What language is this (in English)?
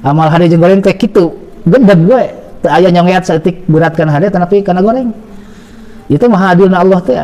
Sundanese